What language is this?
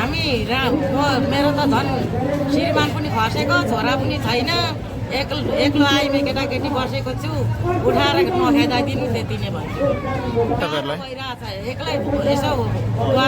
Nepali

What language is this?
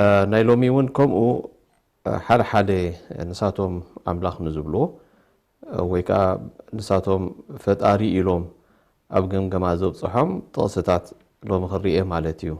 Tigrinya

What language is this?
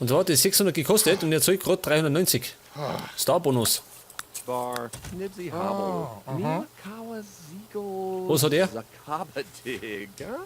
Bavarian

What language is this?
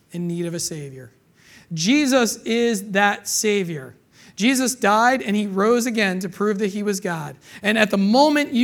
English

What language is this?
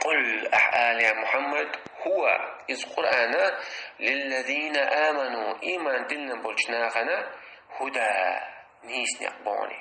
Chechen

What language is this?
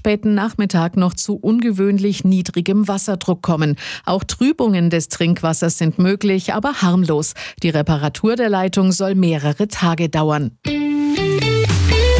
German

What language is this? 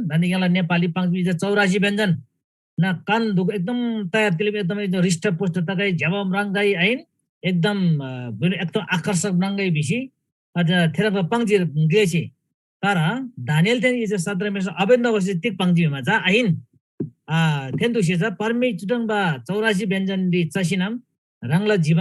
Eastern Tamang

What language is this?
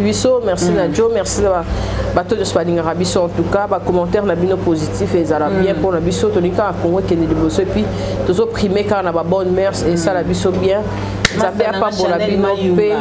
Lingala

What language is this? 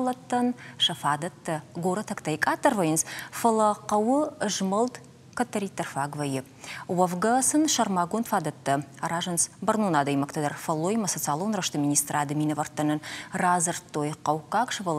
Ossetic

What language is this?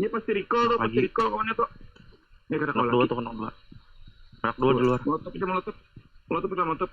Banjar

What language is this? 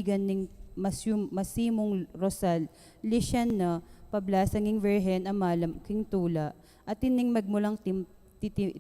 Pampanga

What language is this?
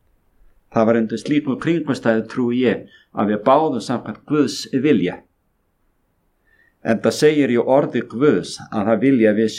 Icelandic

